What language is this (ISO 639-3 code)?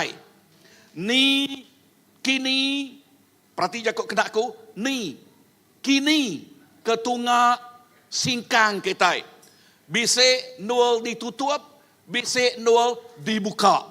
iba